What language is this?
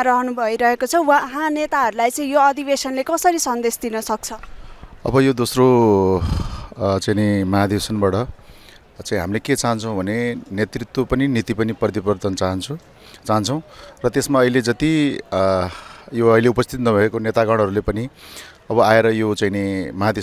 Nepali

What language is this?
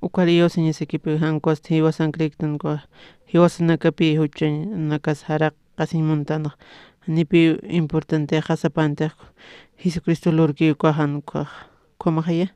Aymara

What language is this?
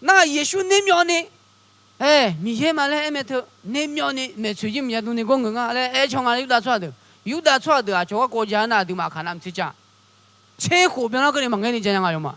Akha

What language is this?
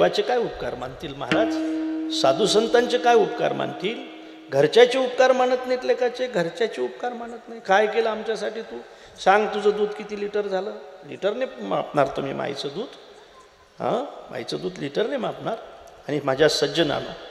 Marathi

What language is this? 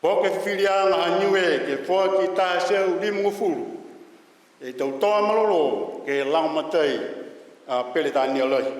Niuean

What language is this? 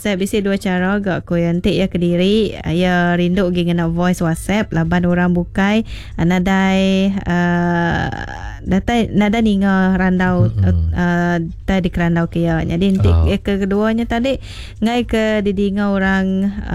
Iban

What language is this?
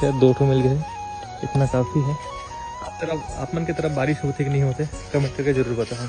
Chhattisgarhi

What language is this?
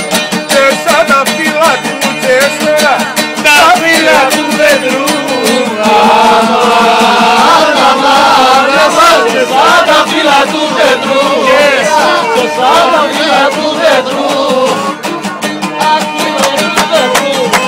Greek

